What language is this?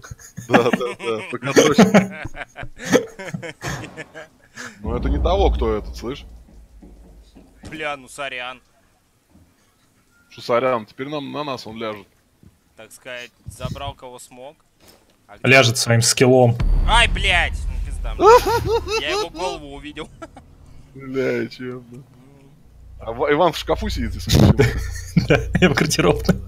Russian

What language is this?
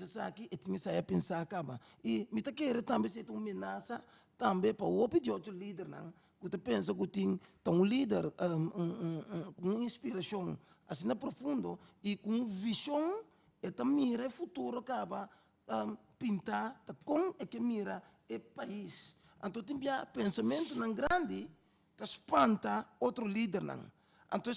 Papiamento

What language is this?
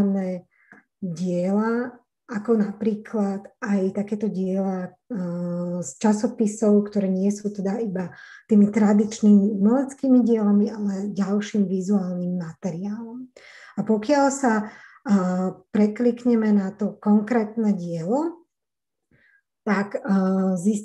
Slovak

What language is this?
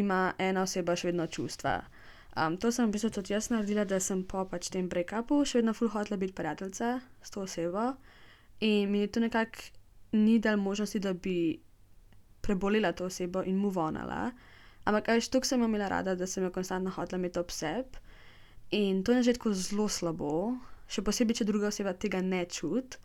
Slovenian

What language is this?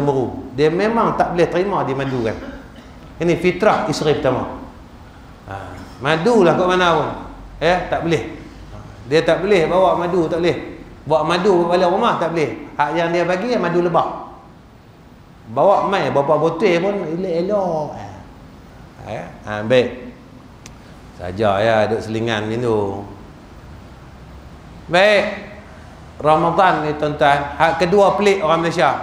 Malay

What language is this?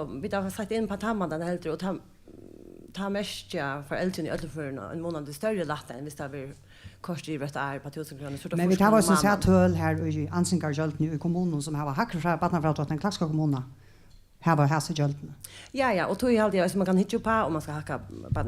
Faroese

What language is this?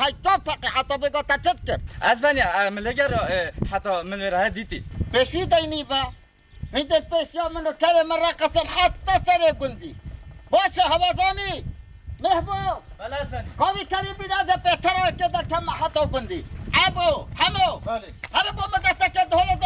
Kurdish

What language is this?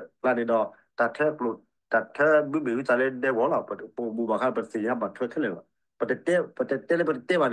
S'gaw Karen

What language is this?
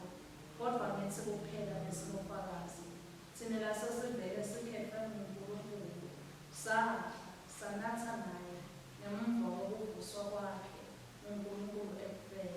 Swati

